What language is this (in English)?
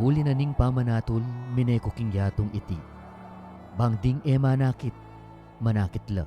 Pampanga